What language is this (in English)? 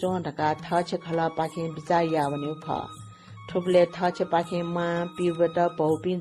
Newari